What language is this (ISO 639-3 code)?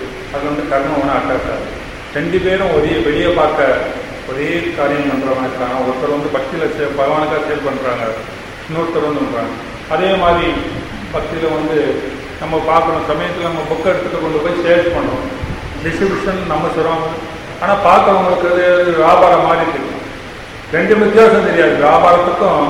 tam